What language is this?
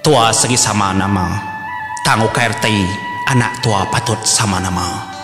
Iban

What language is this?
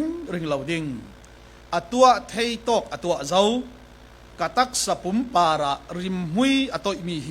Falam Chin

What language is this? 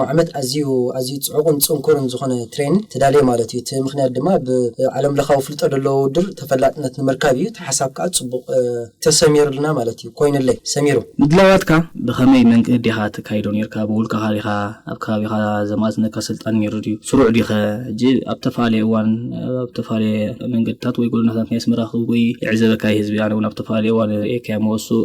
Tigrinya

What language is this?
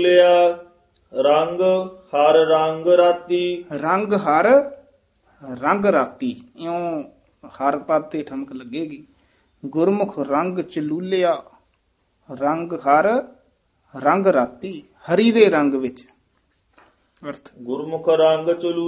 Punjabi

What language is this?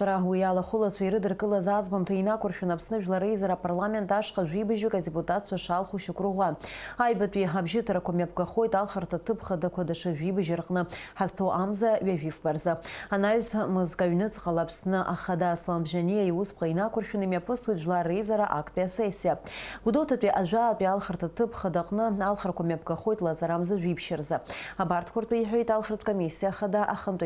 Abkhazian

